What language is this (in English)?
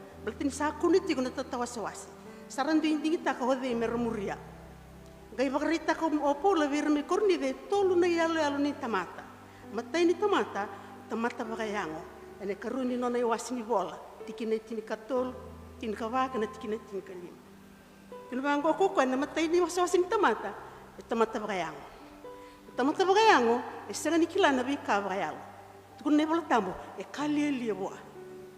Fijian